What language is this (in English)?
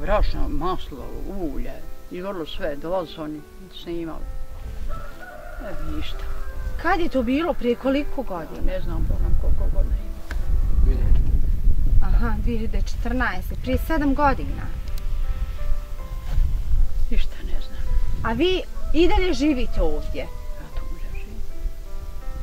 Bosnian